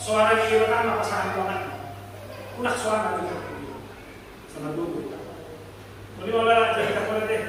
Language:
Batak Toba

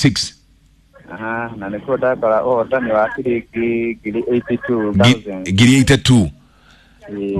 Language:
Kikuyu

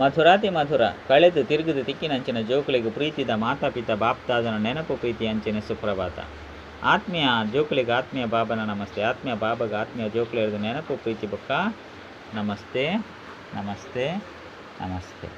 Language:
Tulu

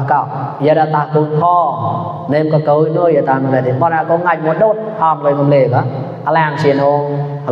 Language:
Mon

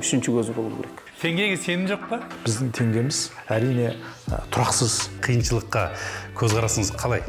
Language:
Kazakh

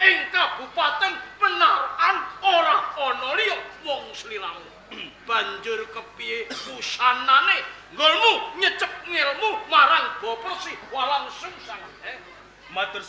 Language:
Javanese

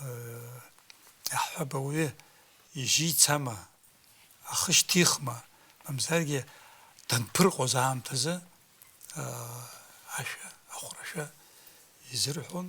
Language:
Abkhazian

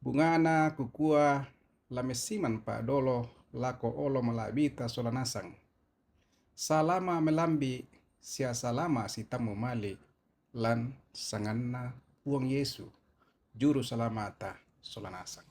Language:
Toraja-Sa'dan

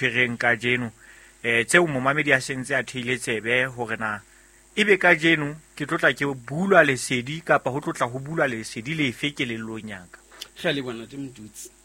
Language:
Southern Sotho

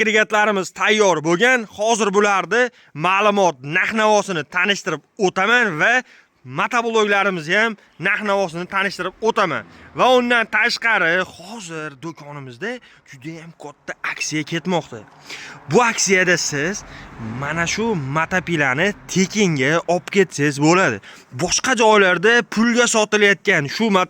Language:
Uzbek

